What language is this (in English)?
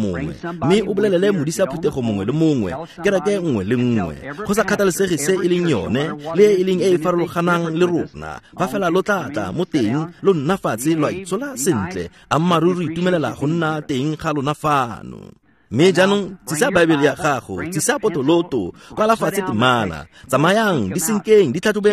Tswana